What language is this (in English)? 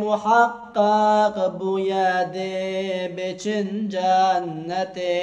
Kurdish